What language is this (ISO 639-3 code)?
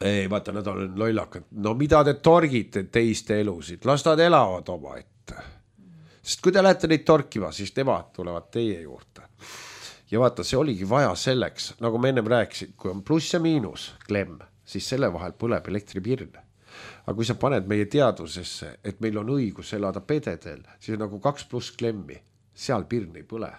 est